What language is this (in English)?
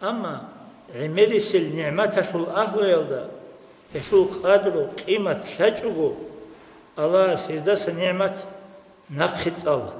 Avaric